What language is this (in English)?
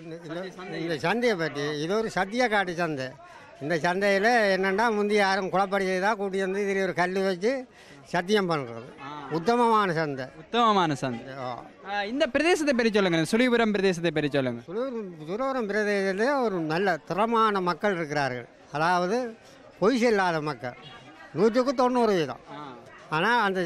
Tamil